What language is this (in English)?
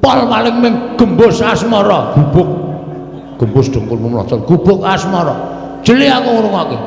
Javanese